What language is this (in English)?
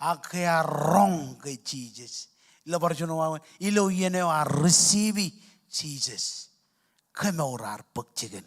Marshallese